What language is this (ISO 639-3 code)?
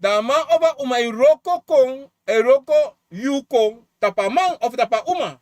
srn